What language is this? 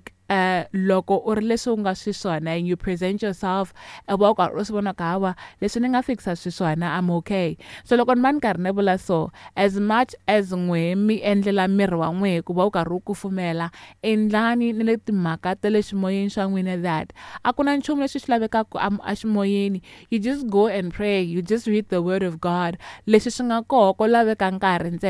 Tsonga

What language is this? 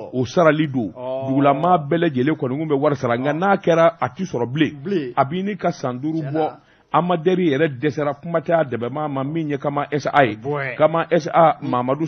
Bambara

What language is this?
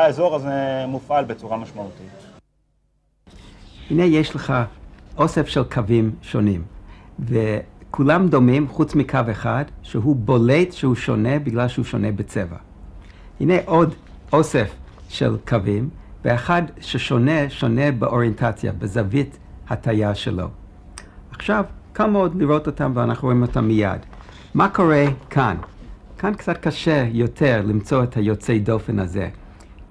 Hebrew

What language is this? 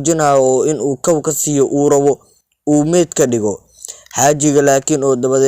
Somali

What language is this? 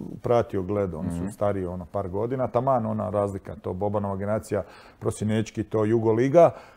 Croatian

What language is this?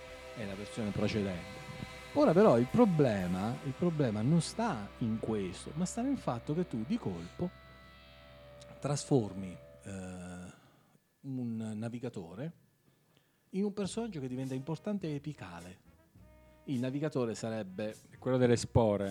Italian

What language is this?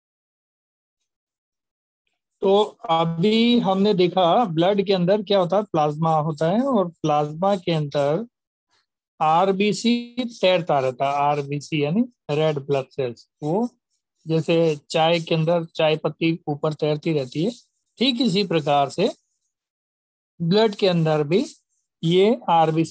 Hindi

